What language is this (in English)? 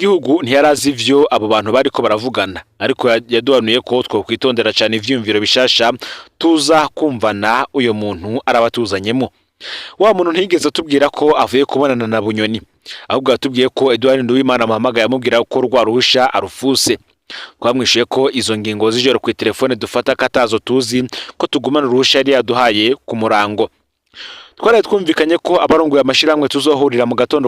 Rundi